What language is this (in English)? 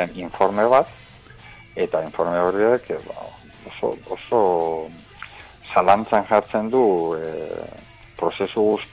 Basque